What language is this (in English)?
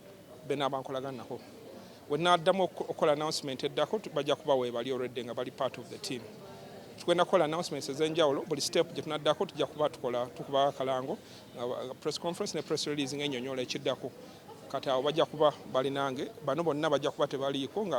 Ganda